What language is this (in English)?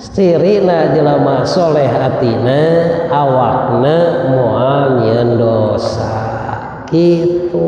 Sundanese